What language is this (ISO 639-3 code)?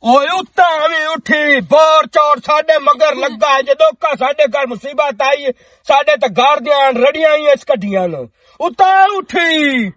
lah